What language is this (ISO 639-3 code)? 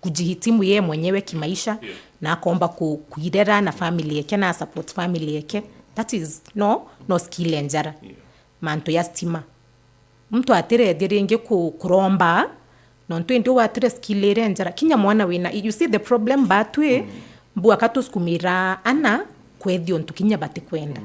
mer